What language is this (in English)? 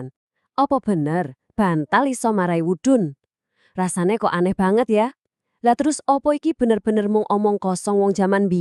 Javanese